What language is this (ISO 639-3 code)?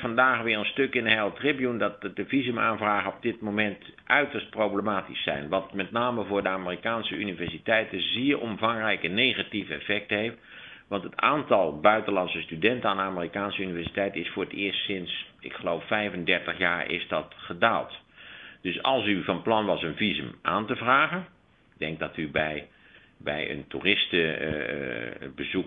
nld